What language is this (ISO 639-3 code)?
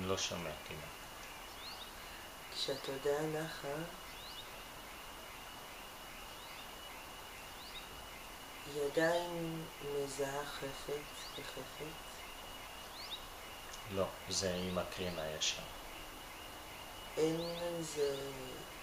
heb